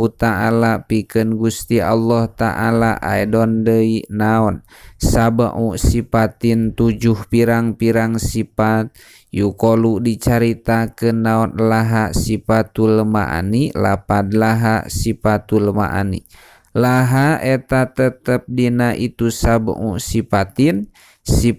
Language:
Sundanese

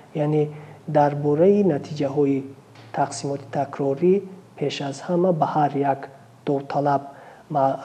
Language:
Tajik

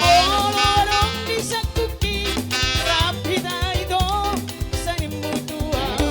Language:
Batak Toba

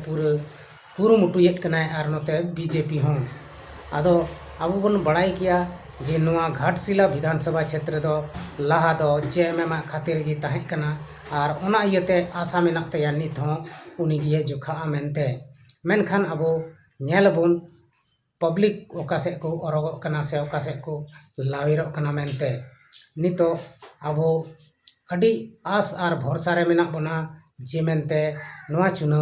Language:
Santali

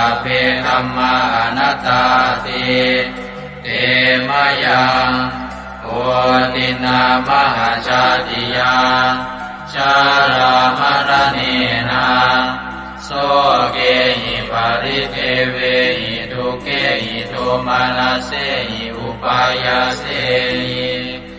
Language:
Pali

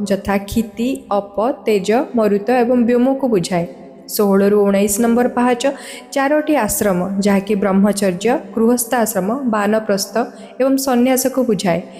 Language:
Odia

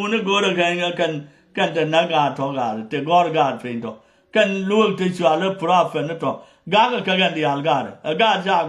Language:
Nuer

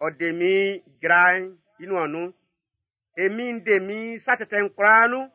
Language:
Baoulé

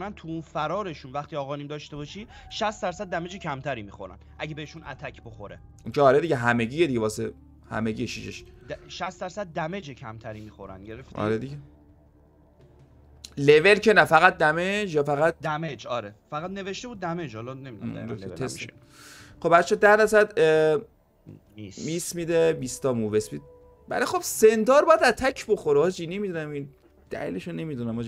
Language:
Persian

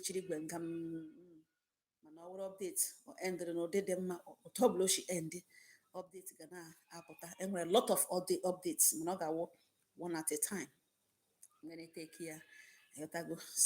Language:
Igbo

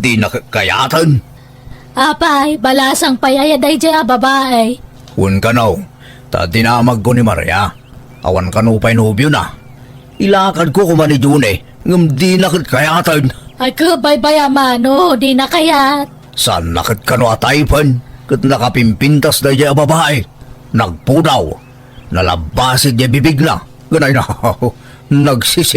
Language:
Iloko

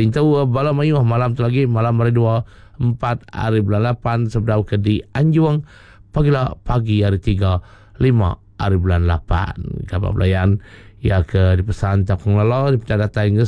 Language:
Iban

